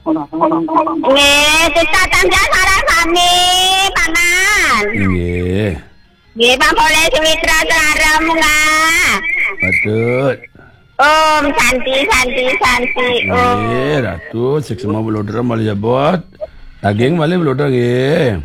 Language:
Balinese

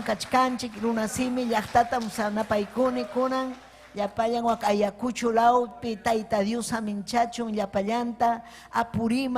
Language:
Ayacucho Quechua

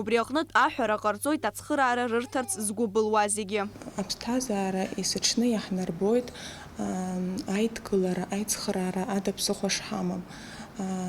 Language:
Abkhazian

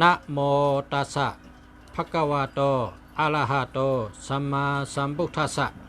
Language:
Shan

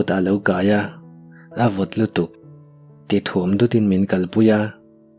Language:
Mizo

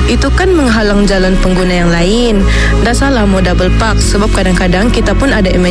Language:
Malay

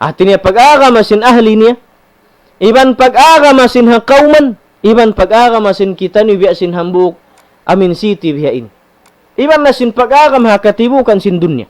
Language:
Tausug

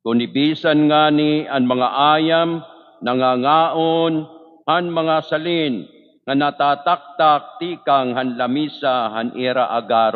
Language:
Waray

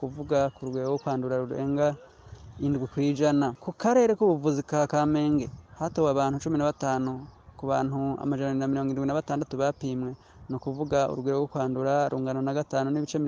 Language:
Rundi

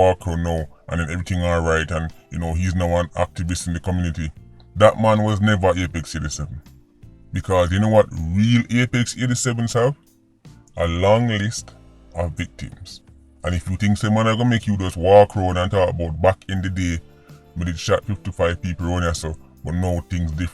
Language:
Jamaican Creole English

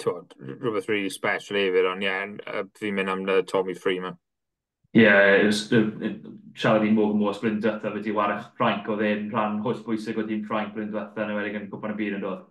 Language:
Welsh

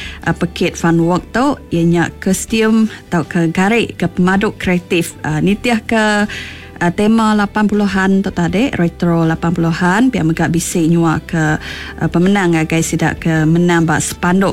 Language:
Iban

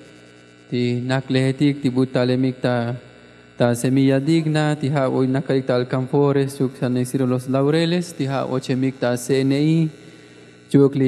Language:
Tzotzil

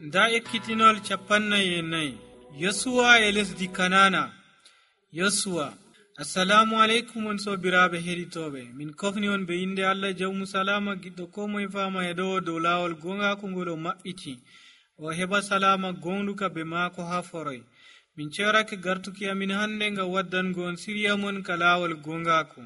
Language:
Nigerian Fulfulde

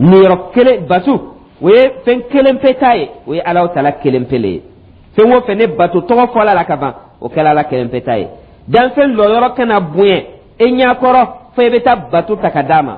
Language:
Dyula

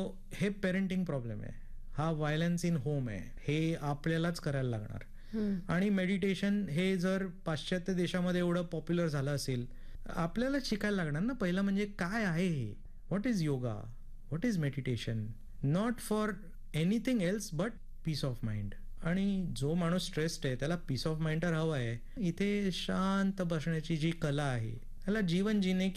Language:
Marathi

